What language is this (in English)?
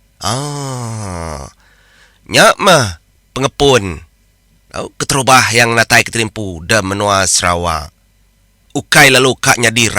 Iban